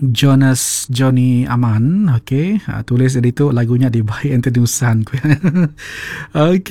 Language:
Iban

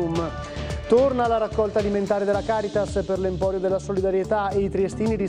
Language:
Italian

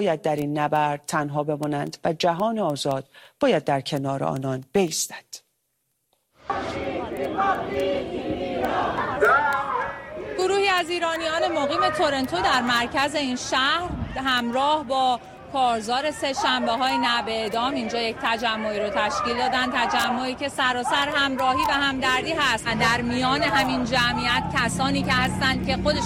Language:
Persian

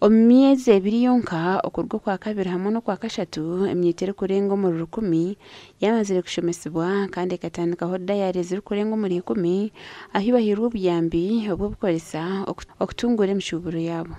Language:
Nyankole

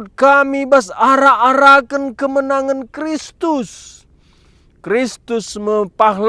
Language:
Batak Karo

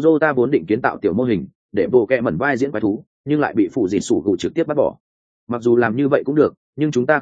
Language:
Vietnamese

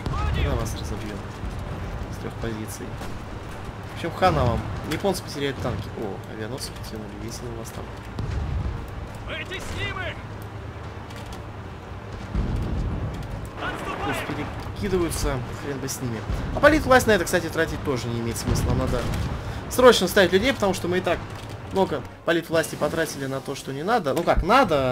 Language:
Russian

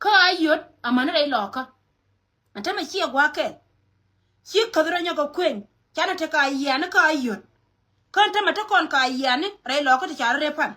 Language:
Nuer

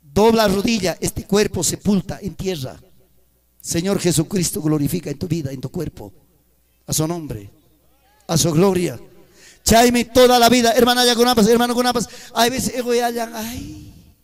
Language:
Ayacucho Quechua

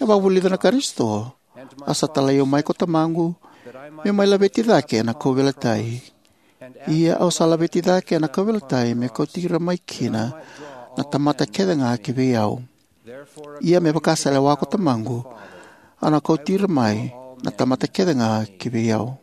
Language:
Fijian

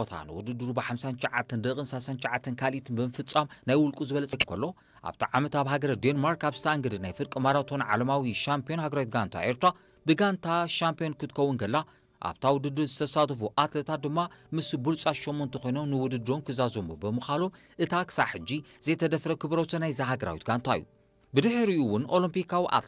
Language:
Tigrinya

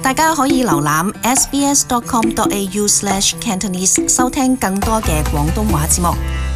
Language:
Cantonese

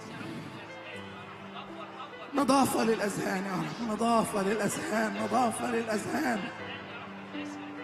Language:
Egyptian Arabic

